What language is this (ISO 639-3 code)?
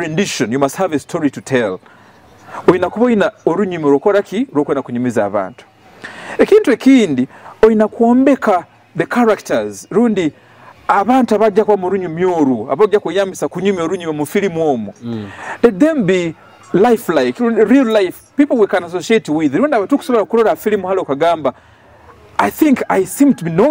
nyo